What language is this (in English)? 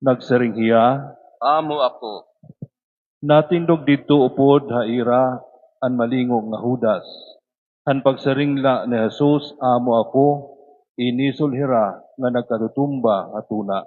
Waray